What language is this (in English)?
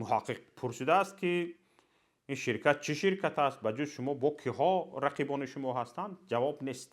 Tajik